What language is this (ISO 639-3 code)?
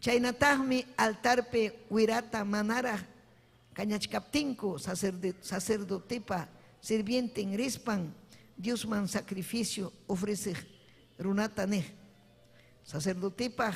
quy